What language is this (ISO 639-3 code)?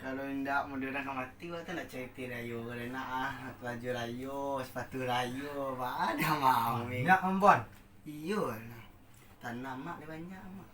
min